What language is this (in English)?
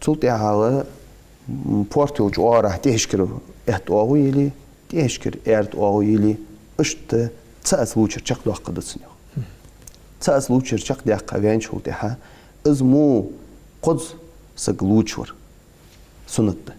Ingush